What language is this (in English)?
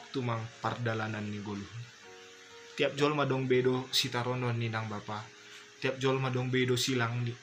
Batak Simalungun